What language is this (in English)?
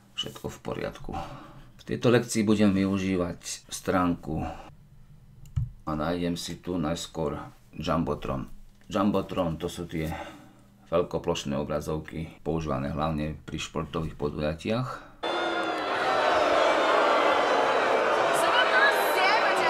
Slovak